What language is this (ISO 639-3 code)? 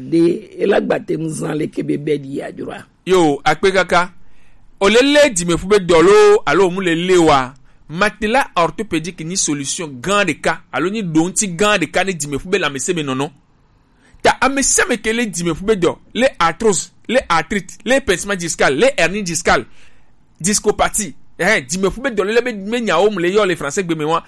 gej